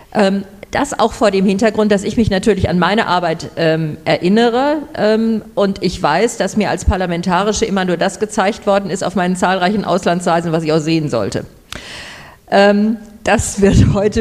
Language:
German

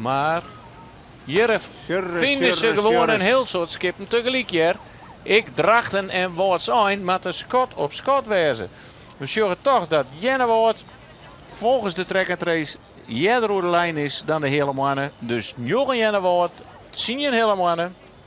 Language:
Western Frisian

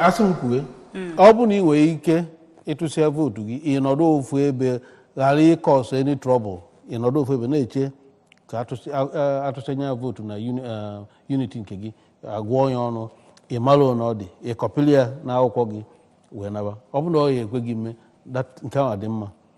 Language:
Igbo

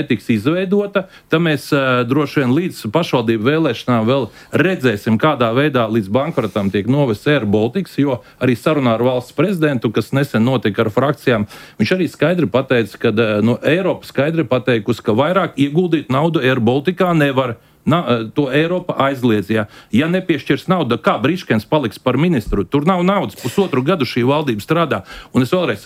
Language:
Latvian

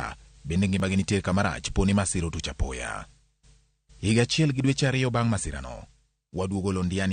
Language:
Luo (Kenya and Tanzania)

